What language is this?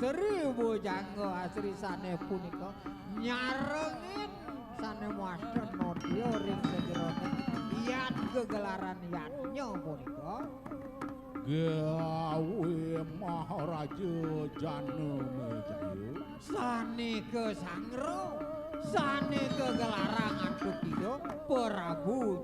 Balinese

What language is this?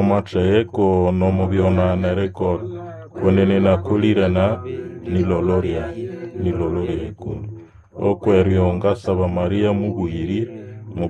Nande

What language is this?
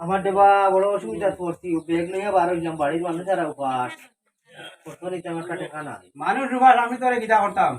Sylheti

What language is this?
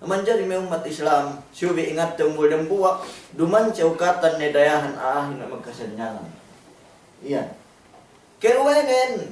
Yakan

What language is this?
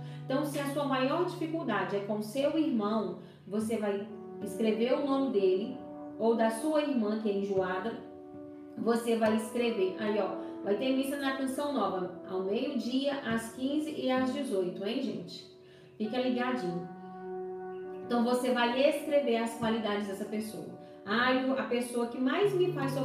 Portuguese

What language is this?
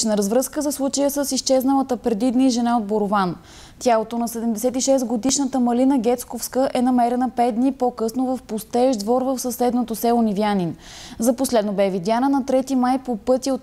Bulgarian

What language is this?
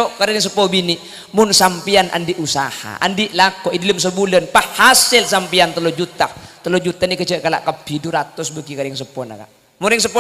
Madurese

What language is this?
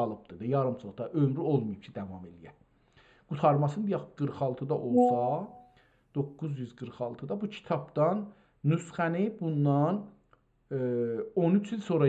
South Azerbaijani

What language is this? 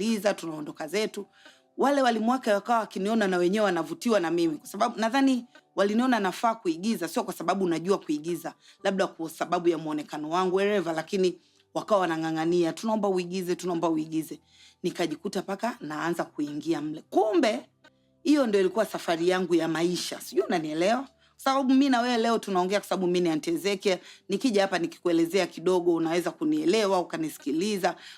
Swahili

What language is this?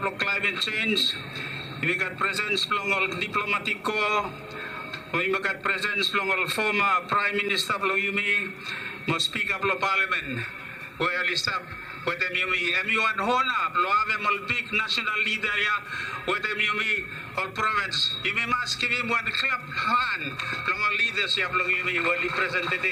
Bislama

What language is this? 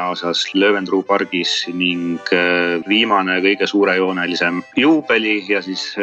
Estonian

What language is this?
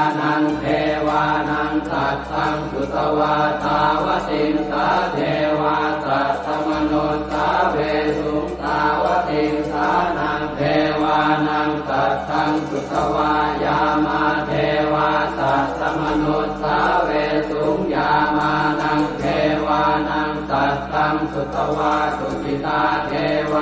Pali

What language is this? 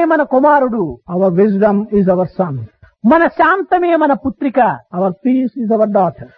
Telugu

